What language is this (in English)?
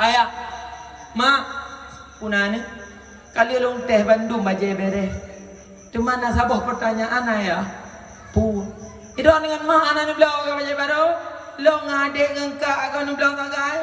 Achinese